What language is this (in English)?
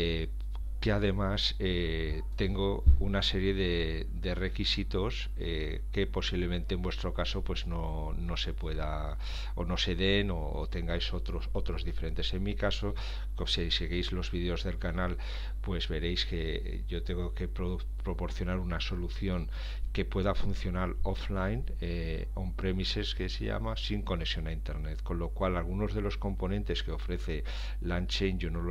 Spanish